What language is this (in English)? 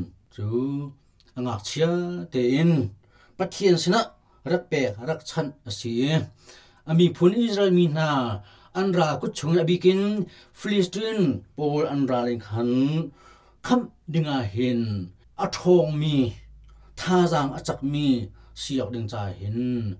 Hakha Chin